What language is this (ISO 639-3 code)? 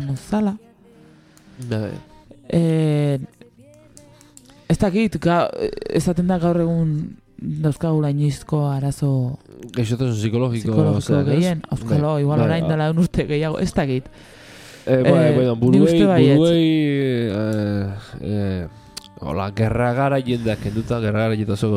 eus